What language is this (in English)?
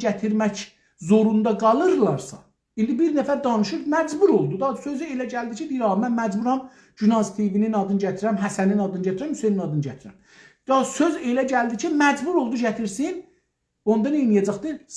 South Azerbaijani